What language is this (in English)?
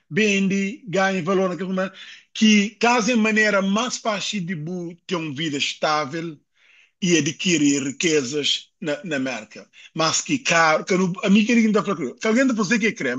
Kabuverdianu